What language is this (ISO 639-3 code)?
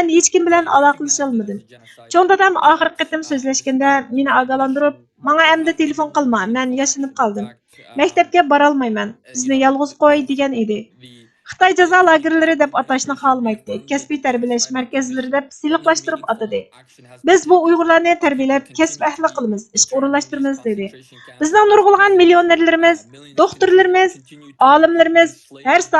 uig